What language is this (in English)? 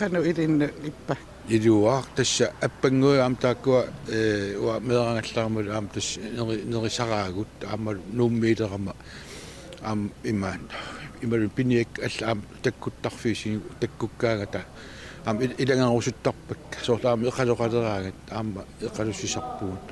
Kalaallisut